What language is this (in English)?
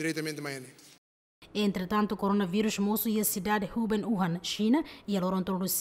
Tetum